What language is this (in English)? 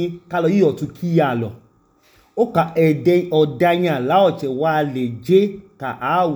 Idoma